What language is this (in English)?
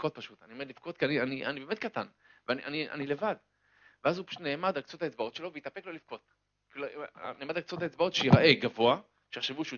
Hebrew